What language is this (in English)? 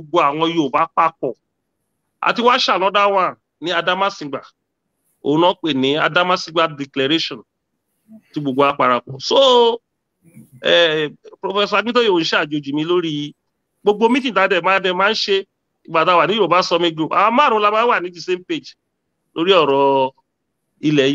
Yoruba